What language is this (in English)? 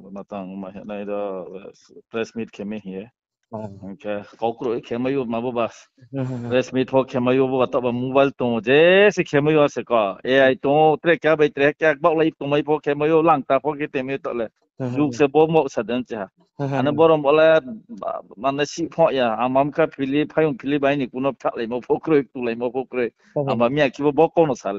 Riang (India)